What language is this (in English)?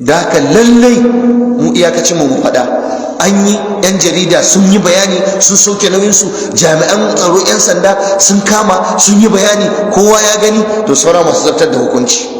Hausa